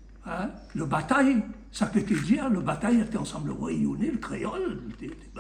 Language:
Réunion Creole French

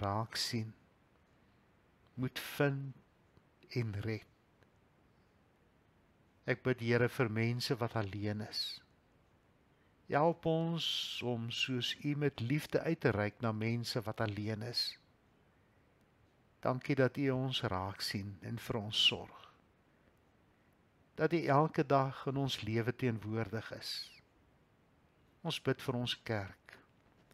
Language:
Afrikaans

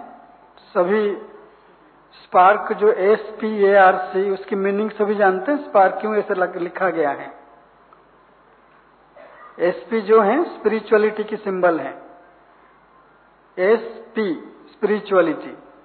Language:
Hindi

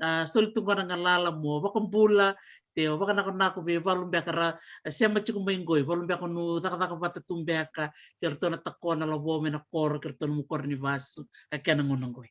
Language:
Fijian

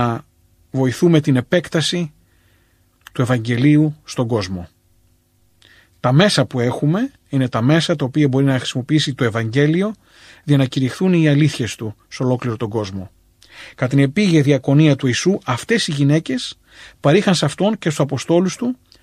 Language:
Greek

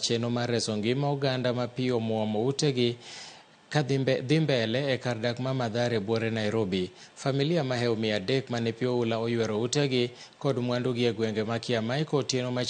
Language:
Luo (Kenya and Tanzania)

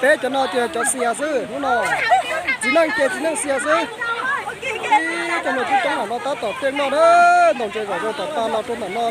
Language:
Hmong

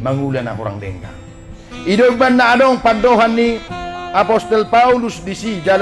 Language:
Batak Toba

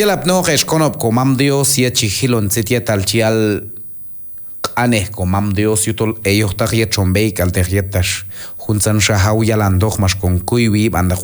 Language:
Q'anjob'al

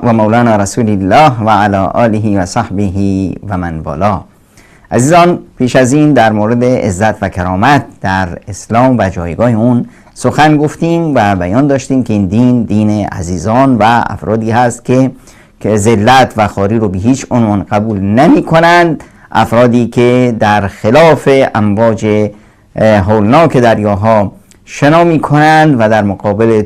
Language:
Persian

